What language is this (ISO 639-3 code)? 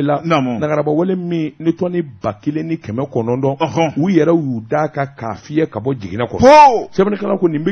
bam